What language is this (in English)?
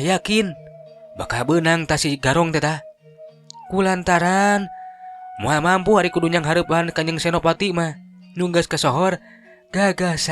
Sundanese